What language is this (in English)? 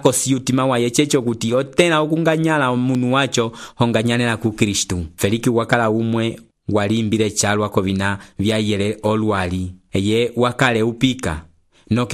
Umbundu